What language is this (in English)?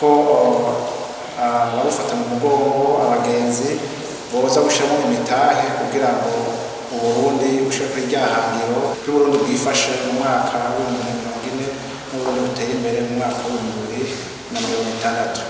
Rundi